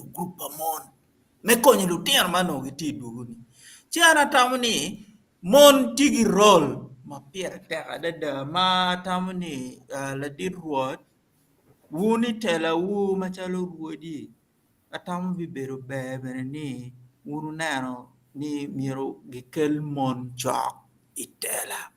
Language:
Acoli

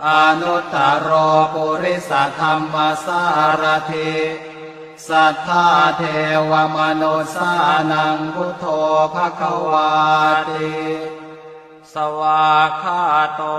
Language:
Pali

